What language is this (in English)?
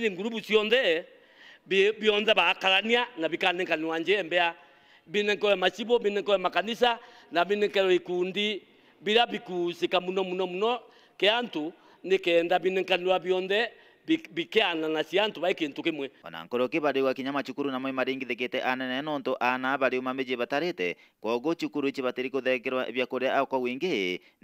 Meru